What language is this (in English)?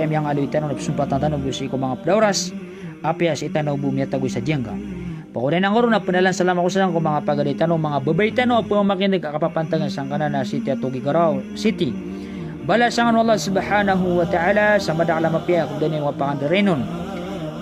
Maranao